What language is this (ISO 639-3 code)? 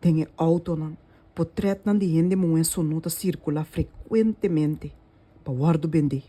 pap